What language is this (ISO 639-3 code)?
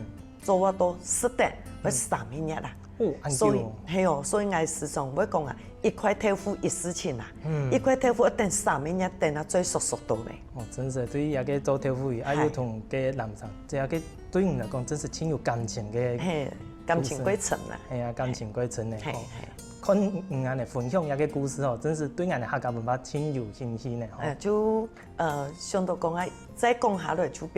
hak